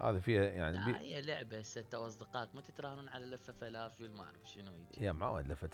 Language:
Mesopotamian Arabic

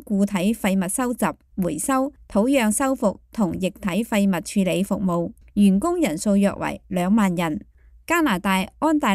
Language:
Cantonese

